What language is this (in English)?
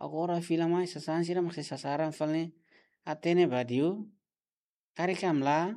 Tetum